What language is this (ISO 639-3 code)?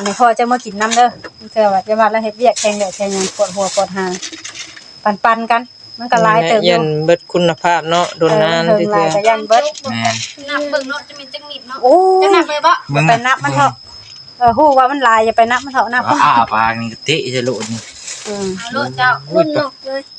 tts